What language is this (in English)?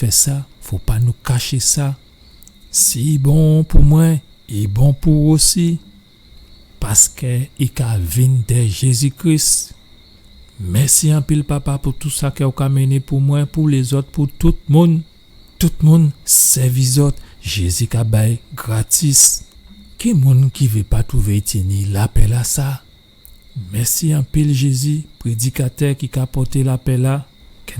Guadeloupean Creole French